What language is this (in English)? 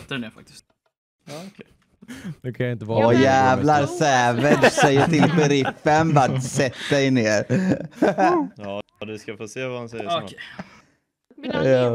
Swedish